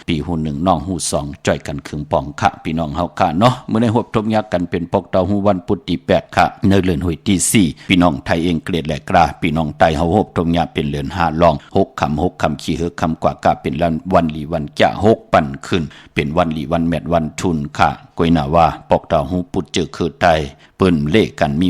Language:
Shan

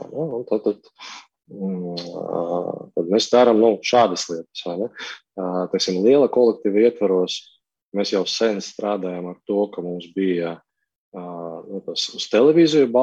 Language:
Latvian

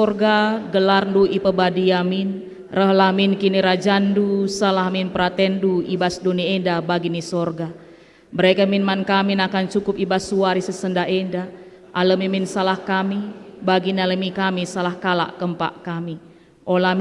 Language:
Batak Karo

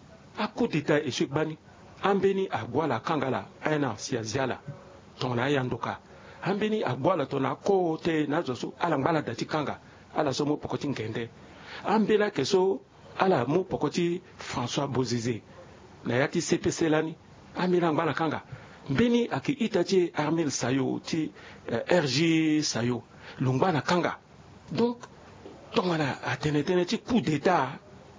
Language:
Sango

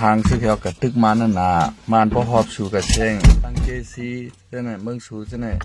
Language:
Shan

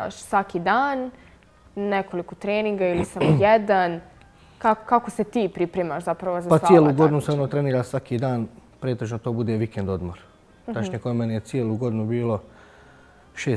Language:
Bosnian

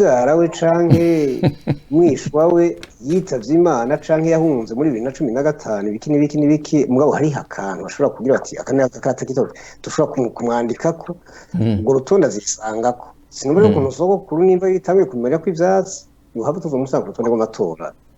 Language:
Rundi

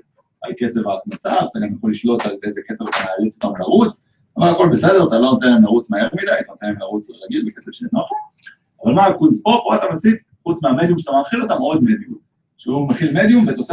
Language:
Hebrew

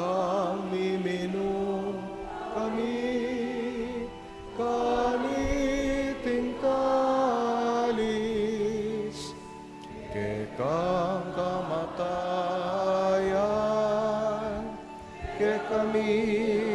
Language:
Pampanga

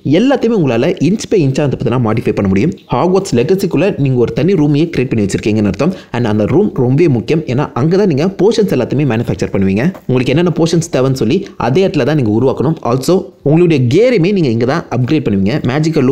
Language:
Tamil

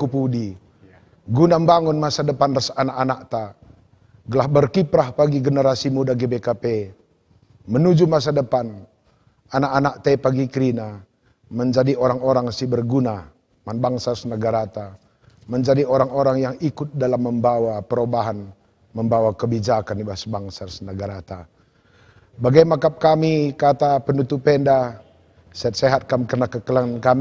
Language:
Batak Karo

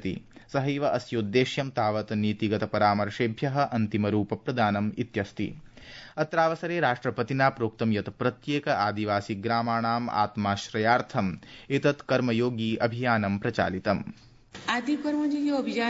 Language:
Sanskrit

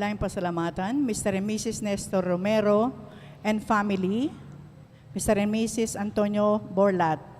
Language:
Pampanga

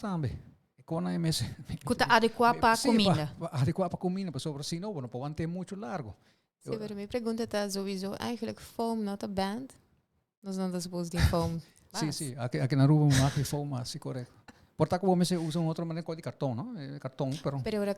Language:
Papiamento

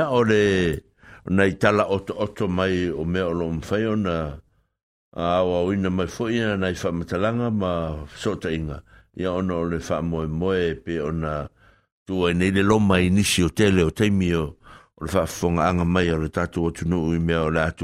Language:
Samoan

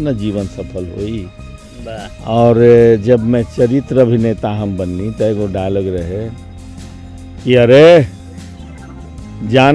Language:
Bhojpuri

